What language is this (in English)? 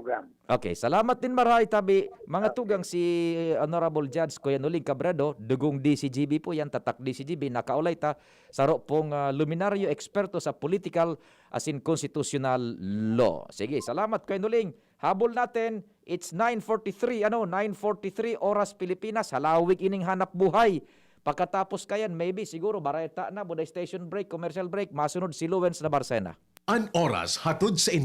Bikol